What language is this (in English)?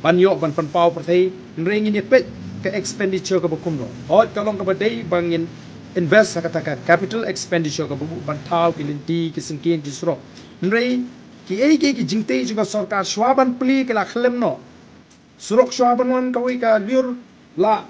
Khasi